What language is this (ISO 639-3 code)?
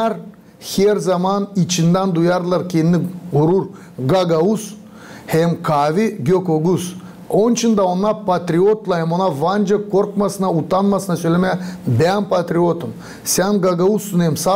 gag